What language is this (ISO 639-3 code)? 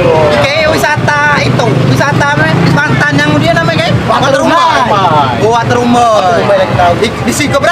mui